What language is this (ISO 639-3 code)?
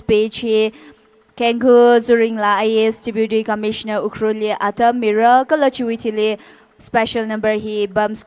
nmf